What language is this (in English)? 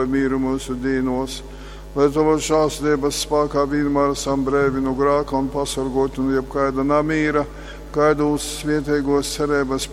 Latgalian